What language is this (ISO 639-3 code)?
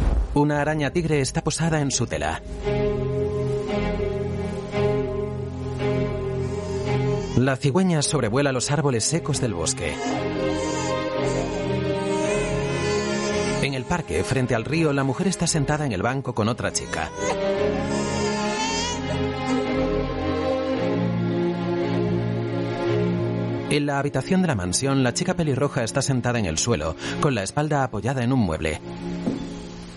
spa